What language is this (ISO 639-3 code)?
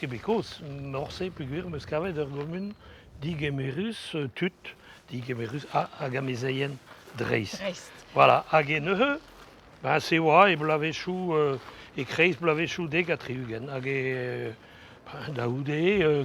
bre